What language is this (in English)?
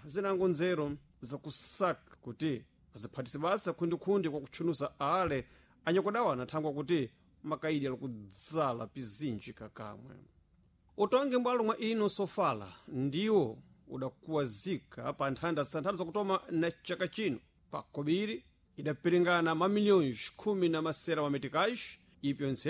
Sena